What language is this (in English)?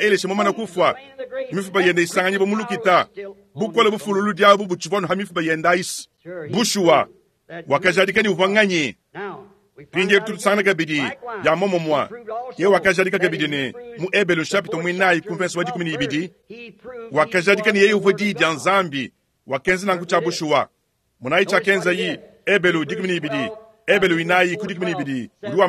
Luba-Lulua